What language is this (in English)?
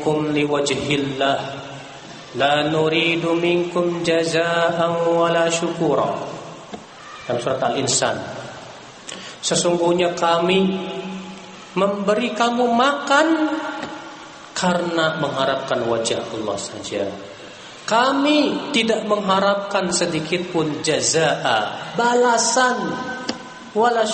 Indonesian